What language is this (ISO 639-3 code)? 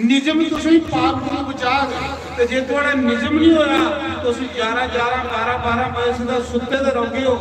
doi